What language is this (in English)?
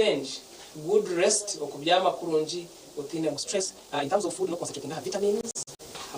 Nyankole